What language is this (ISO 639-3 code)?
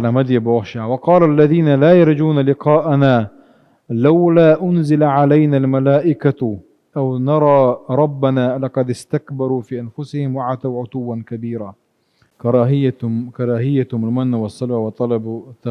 che